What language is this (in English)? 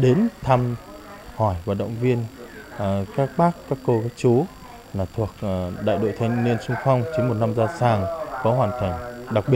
Vietnamese